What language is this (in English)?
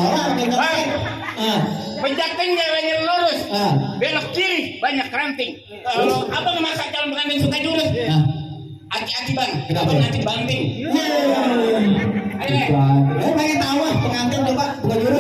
Betawi